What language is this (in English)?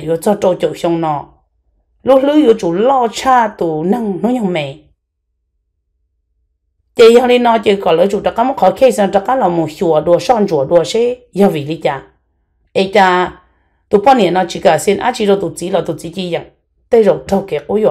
Vietnamese